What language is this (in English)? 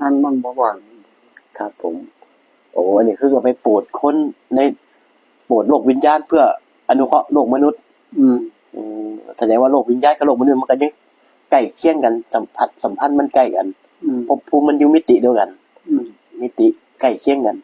Northeastern Thai